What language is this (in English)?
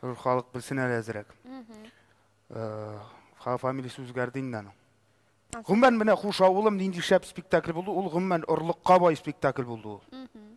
Tatar